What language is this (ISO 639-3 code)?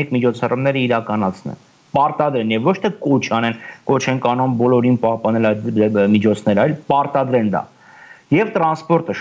hye